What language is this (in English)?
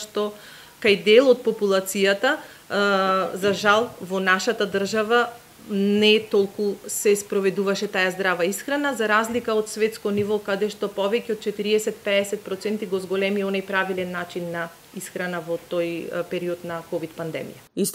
Macedonian